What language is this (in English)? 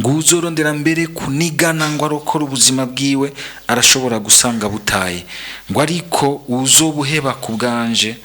Rundi